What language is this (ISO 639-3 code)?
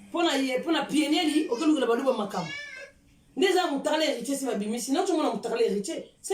lin